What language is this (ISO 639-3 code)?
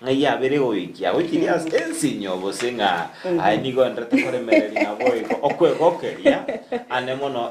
guz